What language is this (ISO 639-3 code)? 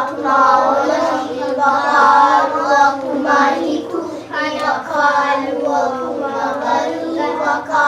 haw